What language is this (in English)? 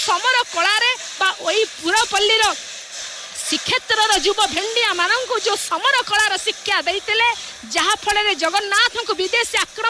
Odia